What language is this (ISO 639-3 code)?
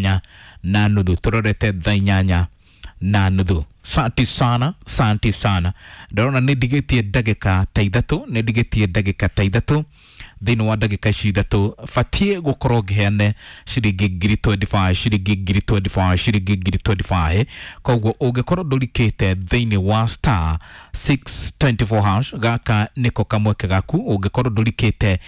kik